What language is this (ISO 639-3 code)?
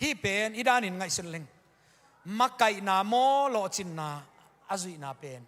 ctd